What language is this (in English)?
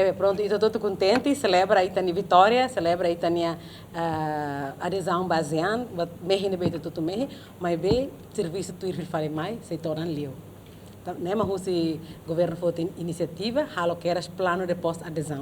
Tetum